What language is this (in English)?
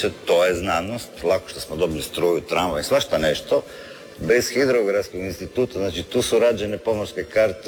Croatian